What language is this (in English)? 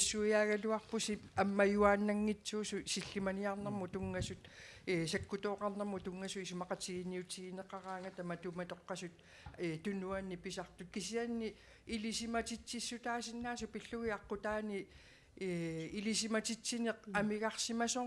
Kalaallisut